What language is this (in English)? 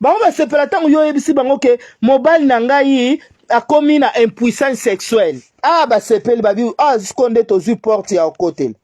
Lingala